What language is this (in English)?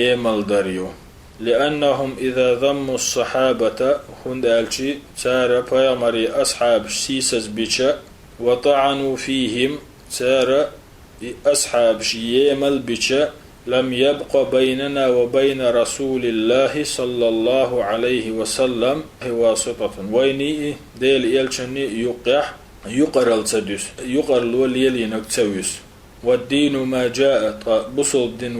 Chechen